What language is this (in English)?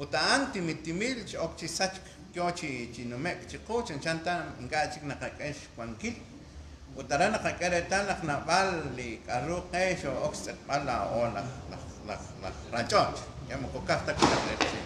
Kekchí